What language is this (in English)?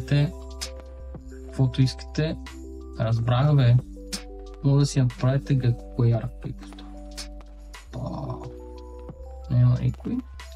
Bulgarian